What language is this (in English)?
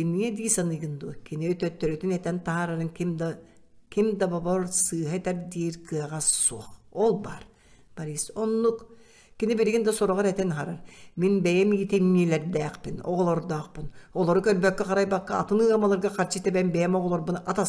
Yakut